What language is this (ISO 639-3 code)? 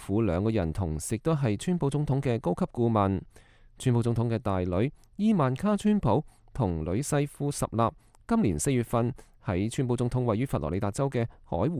yue